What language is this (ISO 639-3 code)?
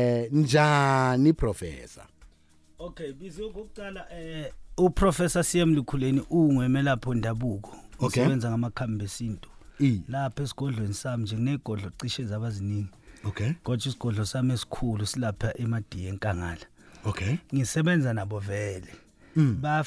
nbl